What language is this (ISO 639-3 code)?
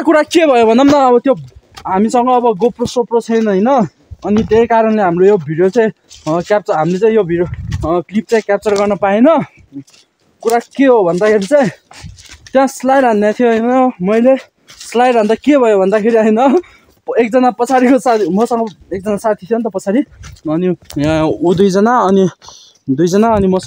nep